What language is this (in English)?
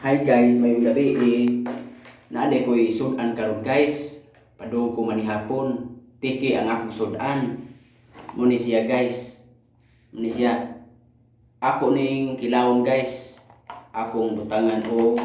Cebuano